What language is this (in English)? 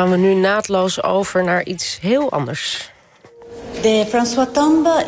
Dutch